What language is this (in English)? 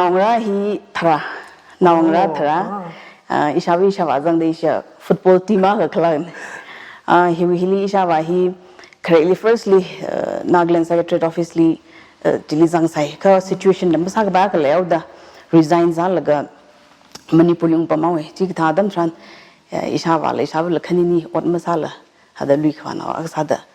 Tangkhul Naga (India)